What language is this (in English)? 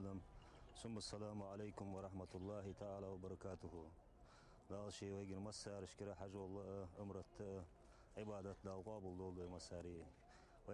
Ingush